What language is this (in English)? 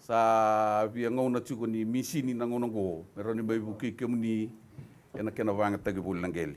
Fijian